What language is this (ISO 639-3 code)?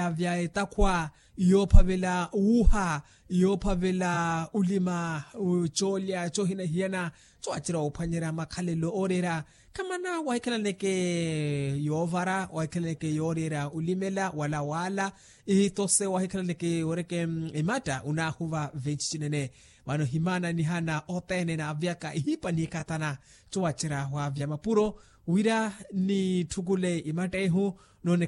vmw